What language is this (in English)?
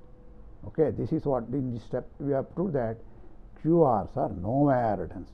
English